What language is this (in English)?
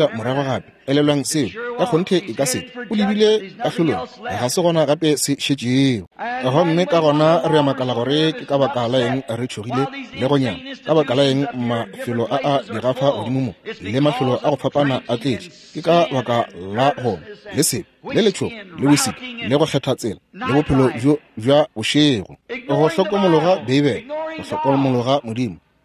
Northern Sotho